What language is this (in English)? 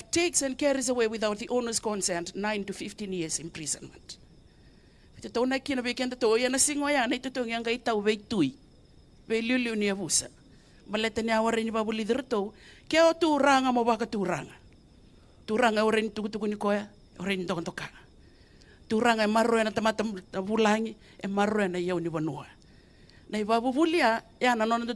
Fijian